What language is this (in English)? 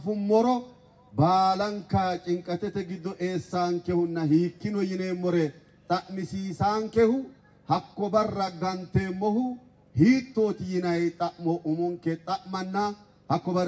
Sidamo